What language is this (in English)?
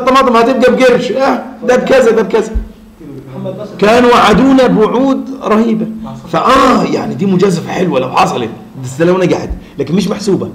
Egyptian Arabic